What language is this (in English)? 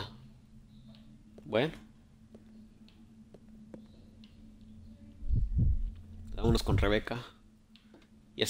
Spanish